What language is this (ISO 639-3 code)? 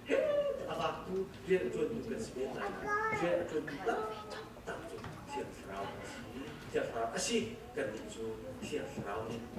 cnh